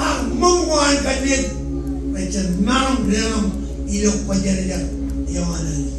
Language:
Marshallese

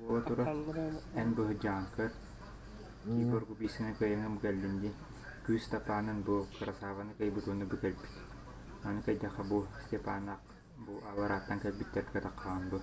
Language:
Yakut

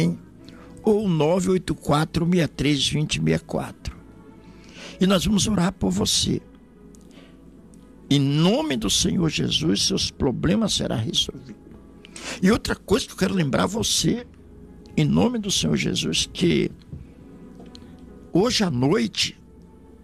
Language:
Portuguese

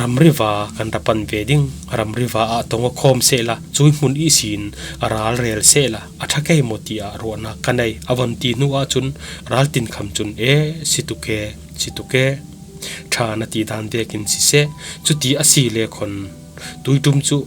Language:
Falam Chin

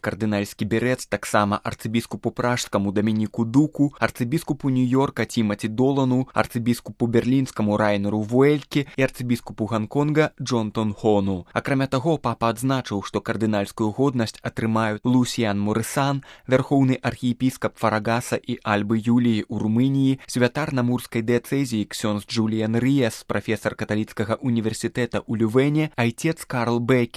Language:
Belarusian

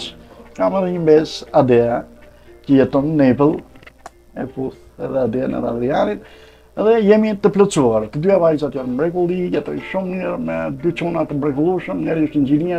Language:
Albanian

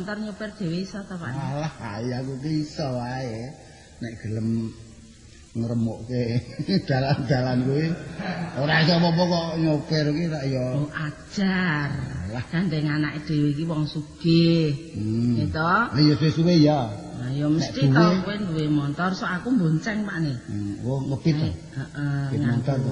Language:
Javanese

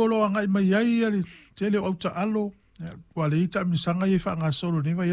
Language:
Samoan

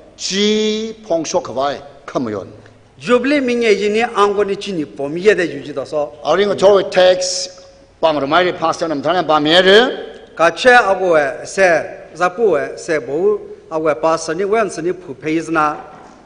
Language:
Tangkhul Naga (India)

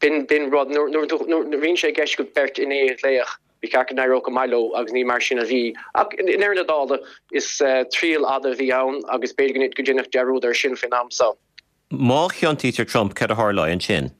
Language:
Irish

